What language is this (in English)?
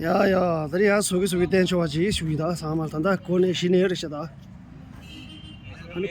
Tibetan